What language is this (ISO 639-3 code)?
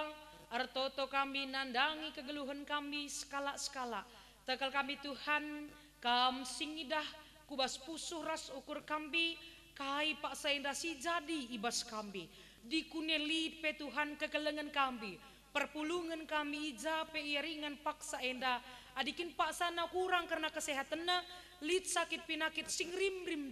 btx